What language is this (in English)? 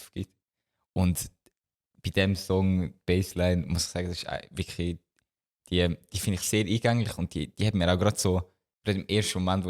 Swiss German